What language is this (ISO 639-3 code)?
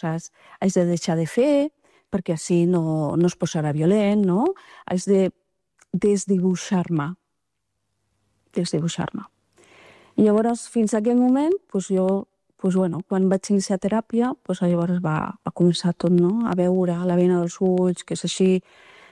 cat